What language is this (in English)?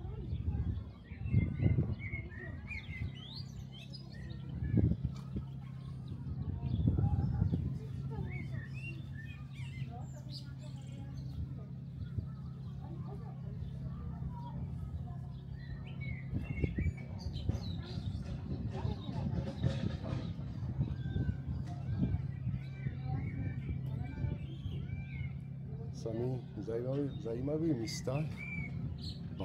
Czech